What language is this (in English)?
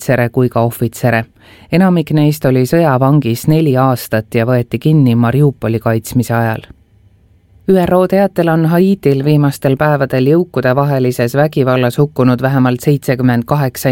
Estonian